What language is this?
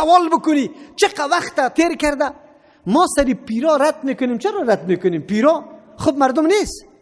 Persian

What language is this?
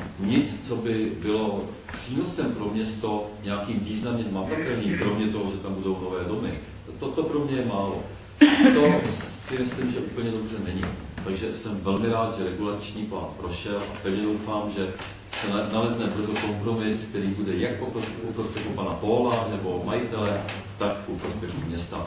Czech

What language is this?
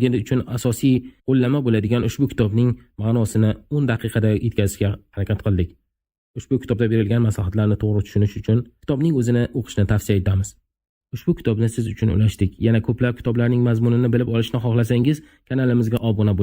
Uzbek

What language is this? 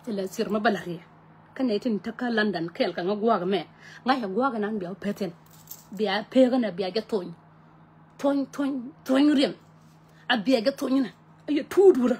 Nuer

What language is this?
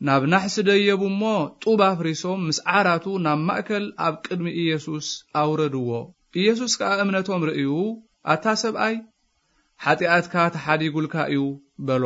Tigrinya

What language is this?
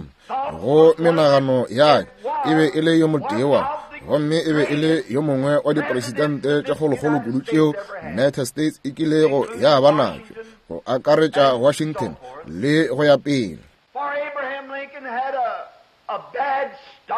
Northern Sotho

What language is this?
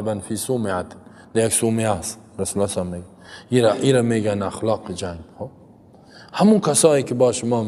Persian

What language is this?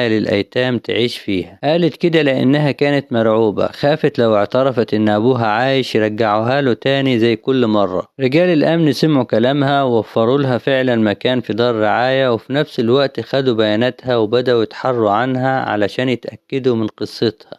Egyptian Arabic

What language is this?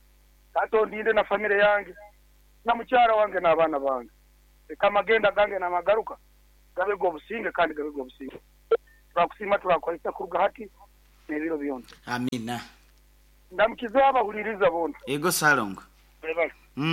Nyankole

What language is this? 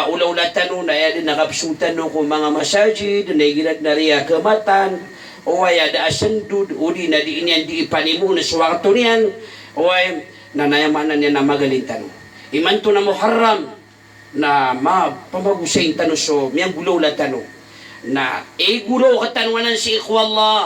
Maranao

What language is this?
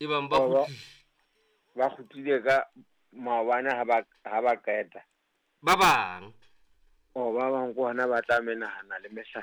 Southern Sotho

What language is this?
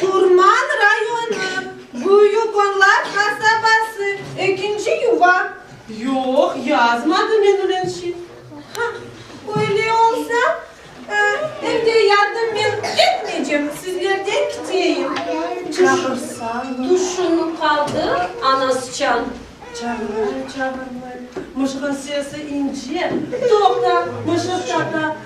Crimean Tatar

